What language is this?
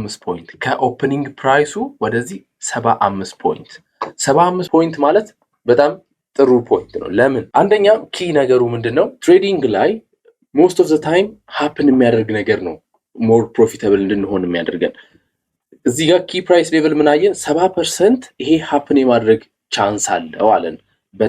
Amharic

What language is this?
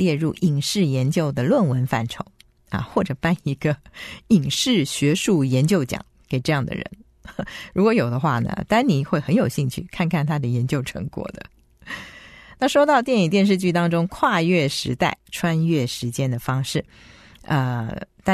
Chinese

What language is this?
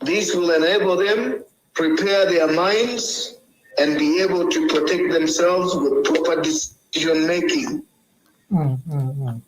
Acoli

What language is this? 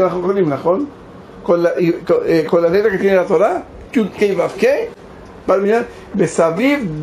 Spanish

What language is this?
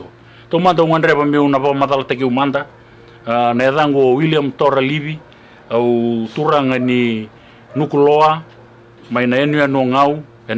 Fijian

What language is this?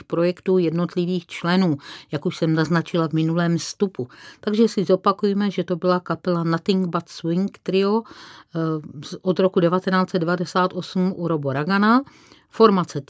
Czech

